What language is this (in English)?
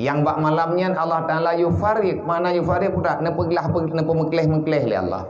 Achinese